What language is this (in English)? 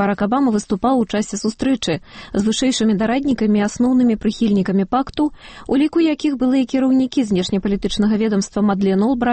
Belarusian